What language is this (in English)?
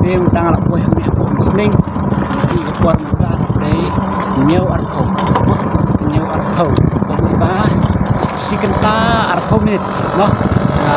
Khasi